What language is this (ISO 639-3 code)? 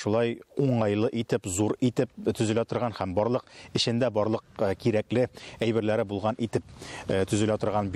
tat